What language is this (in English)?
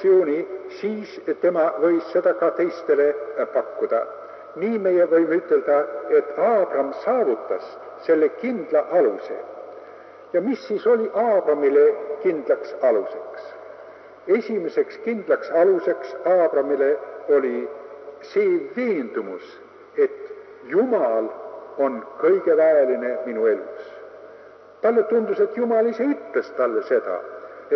Estonian